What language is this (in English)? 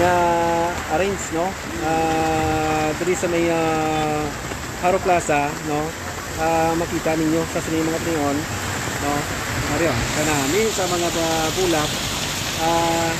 Hiligaynon